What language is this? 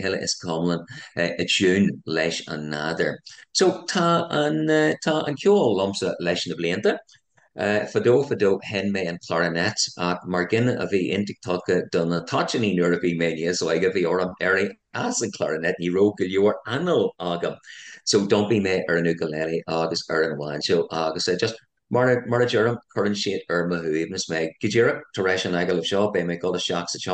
Irish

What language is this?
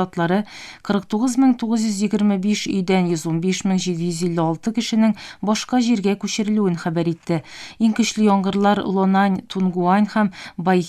Tatar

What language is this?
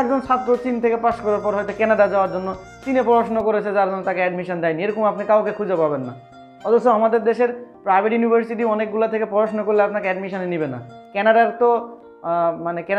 Bangla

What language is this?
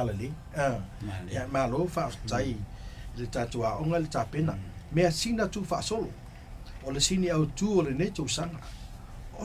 Samoan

